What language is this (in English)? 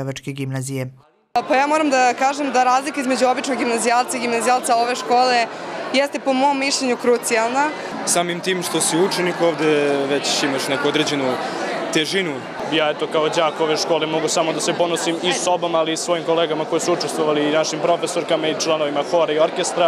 Serbian